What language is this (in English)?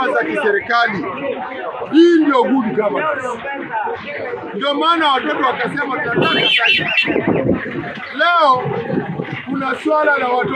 Swahili